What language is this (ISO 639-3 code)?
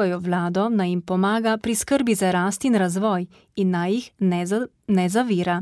slv